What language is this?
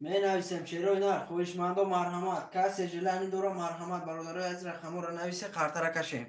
Tajik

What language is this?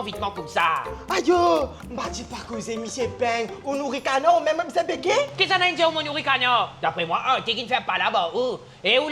Morisyen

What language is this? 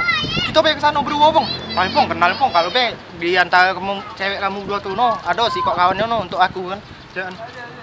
Musi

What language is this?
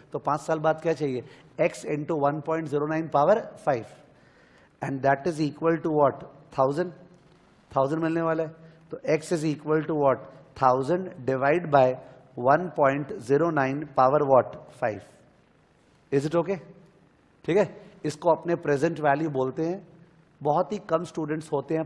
Hindi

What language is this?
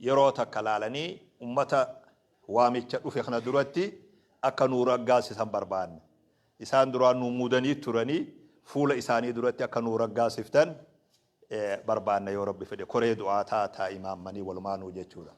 Oromo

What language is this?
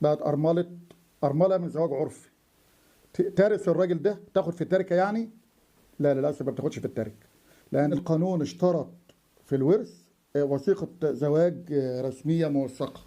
Egyptian Arabic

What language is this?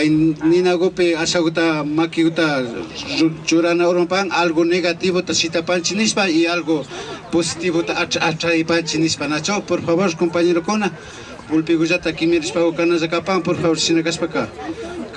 Imbabura Highland Quichua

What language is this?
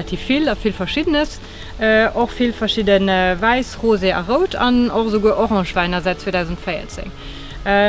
Luxembourgish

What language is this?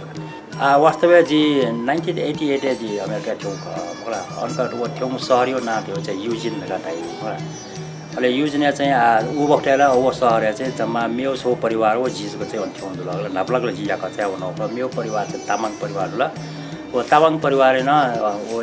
Newari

